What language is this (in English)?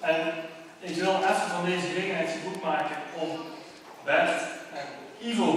Limburgish